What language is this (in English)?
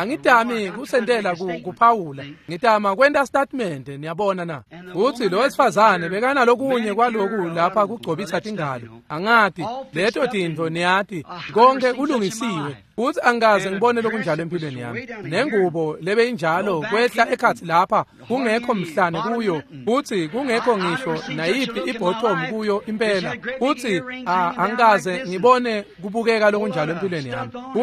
Swati